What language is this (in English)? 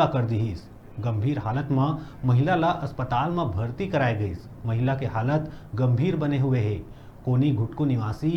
Chhattisgarhi